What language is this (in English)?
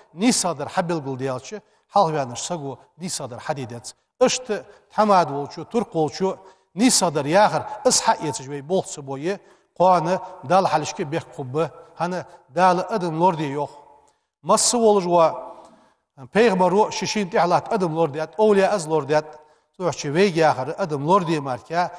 Ingush